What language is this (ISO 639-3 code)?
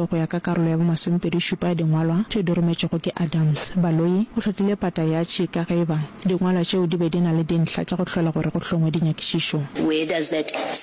nso